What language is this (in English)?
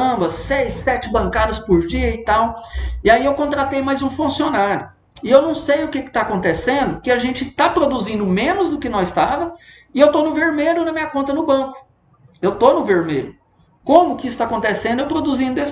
Portuguese